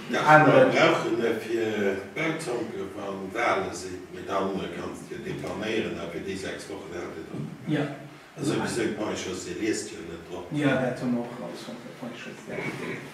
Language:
Luxembourgish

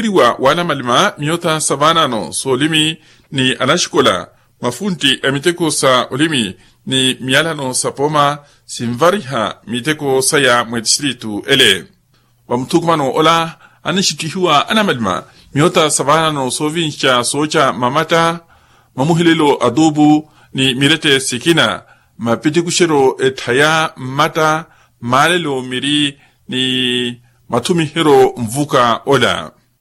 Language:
Makhuwa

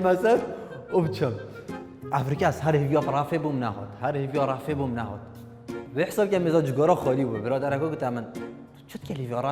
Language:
Kurdish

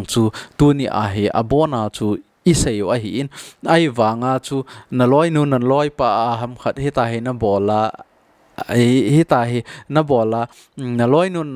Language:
Thado Chin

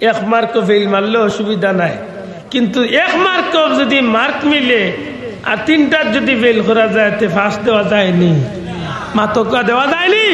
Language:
Sylheti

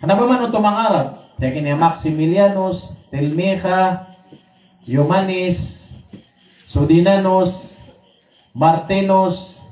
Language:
Maranao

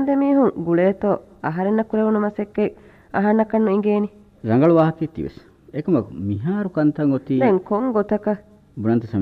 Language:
Divehi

